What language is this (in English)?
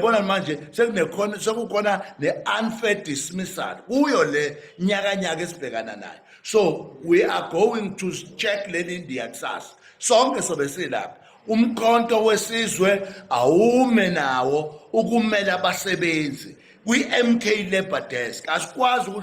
Zulu